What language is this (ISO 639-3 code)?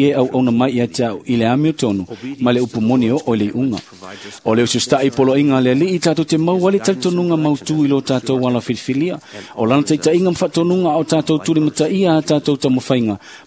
smo